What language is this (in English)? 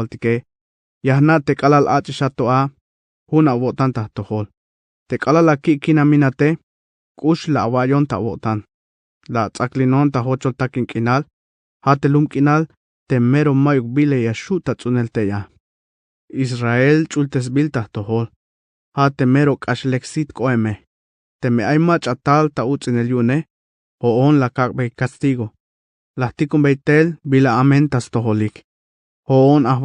Tzeltal